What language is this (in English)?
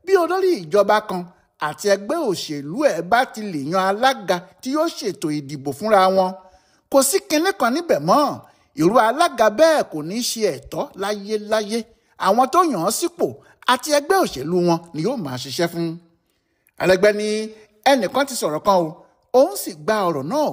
Yoruba